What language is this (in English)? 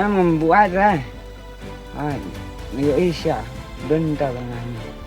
Khasi